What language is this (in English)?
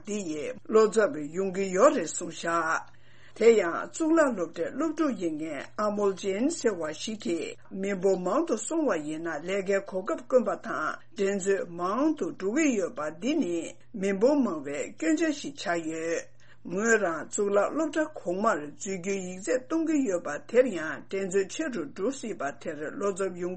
Tibetan